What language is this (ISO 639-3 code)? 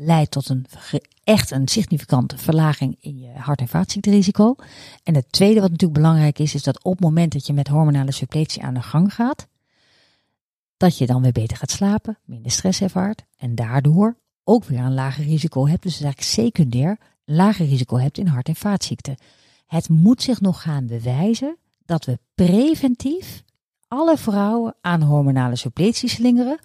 nld